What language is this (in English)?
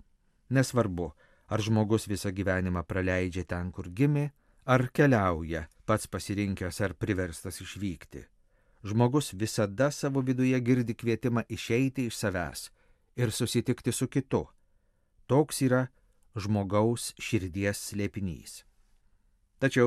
Lithuanian